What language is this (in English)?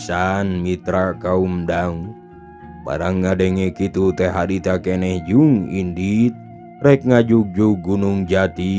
Sundanese